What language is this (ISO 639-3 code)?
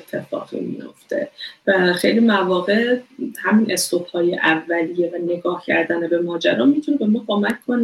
fas